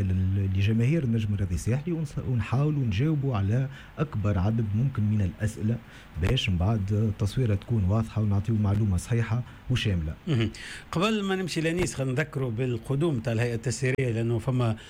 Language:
Tunisian Arabic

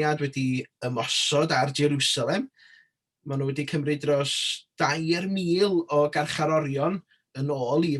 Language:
Welsh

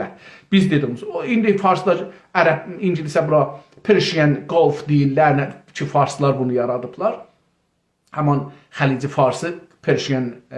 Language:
South Azerbaijani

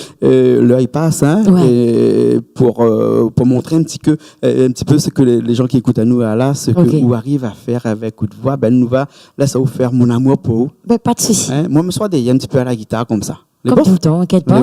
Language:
Réunion Creole French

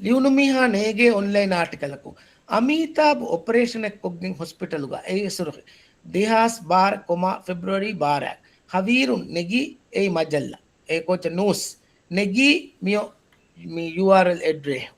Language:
Divehi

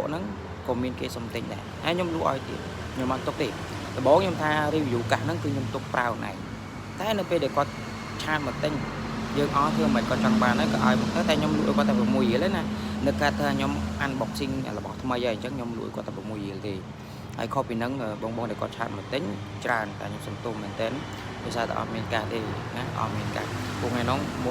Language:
Khmer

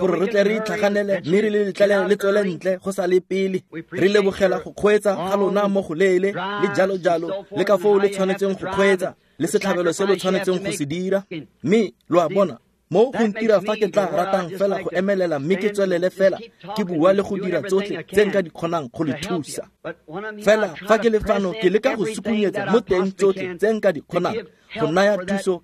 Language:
Tswana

